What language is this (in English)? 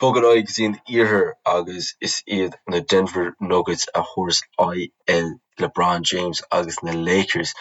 Irish